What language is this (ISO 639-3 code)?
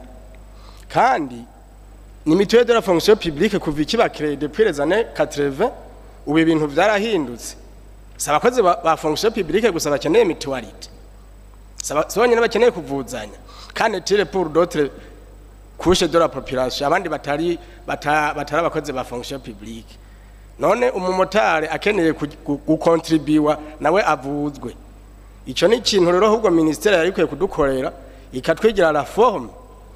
run